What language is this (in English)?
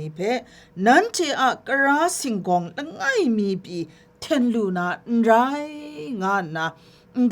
Kachin